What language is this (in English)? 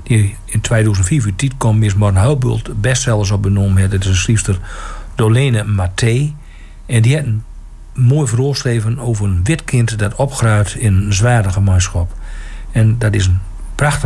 Dutch